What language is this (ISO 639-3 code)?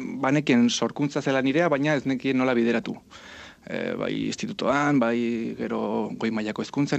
eus